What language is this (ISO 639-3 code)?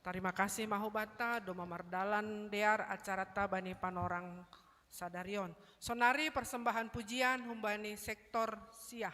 bts